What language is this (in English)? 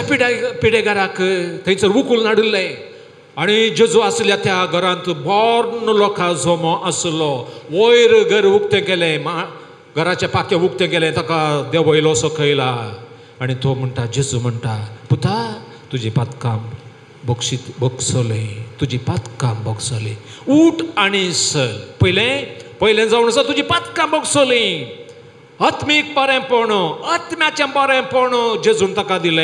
Konkani